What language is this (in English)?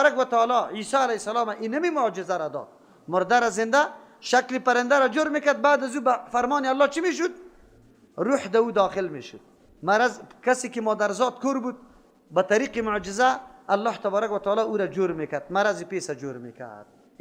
Persian